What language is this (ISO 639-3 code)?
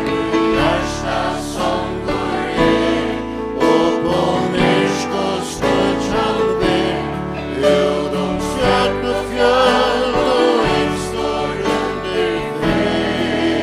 fao